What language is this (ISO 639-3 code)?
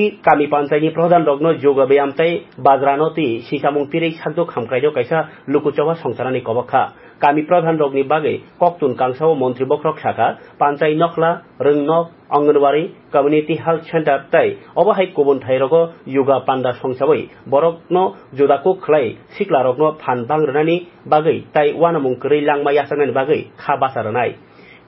trp